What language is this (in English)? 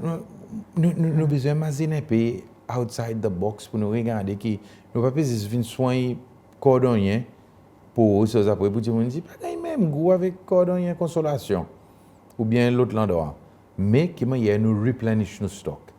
Seselwa Creole French